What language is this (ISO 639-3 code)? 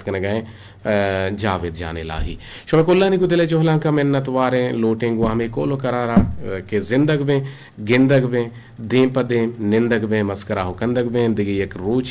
bgp